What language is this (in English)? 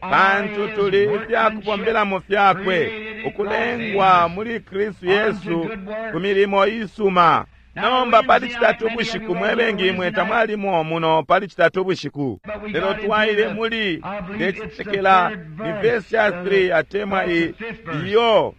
Bemba